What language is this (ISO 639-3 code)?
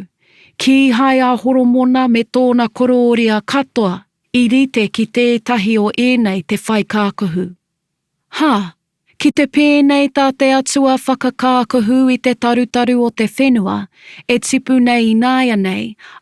mri